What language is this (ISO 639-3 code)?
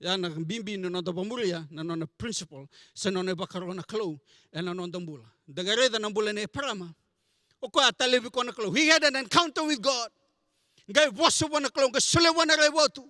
fij